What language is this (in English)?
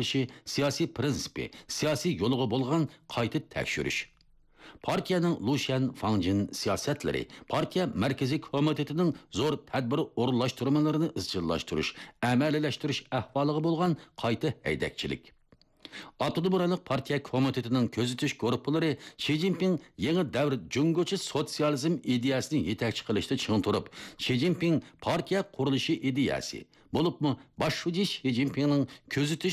Uyghur